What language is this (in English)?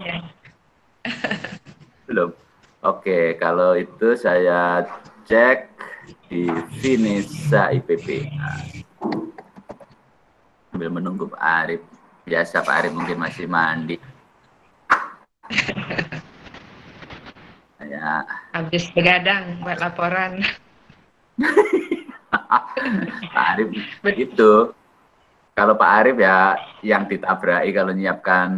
Indonesian